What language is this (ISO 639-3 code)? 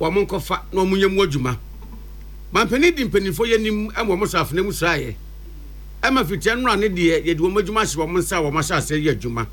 aka